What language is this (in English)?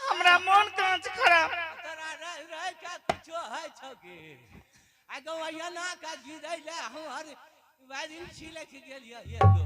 Angika